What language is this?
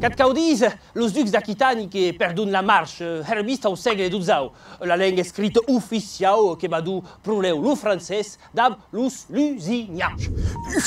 Occitan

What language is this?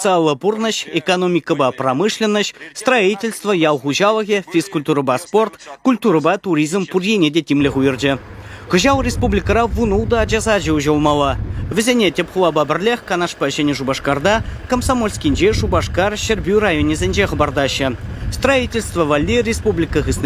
Chuvash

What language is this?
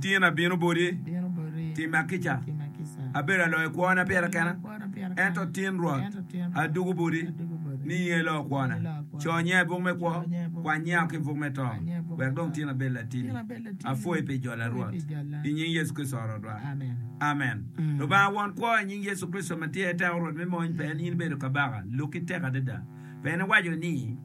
Acoli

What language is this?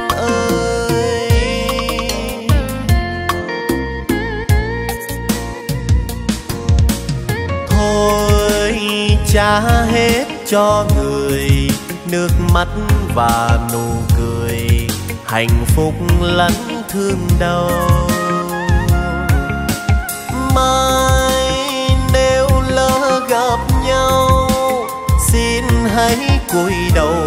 Vietnamese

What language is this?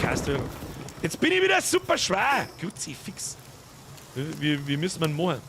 Bavarian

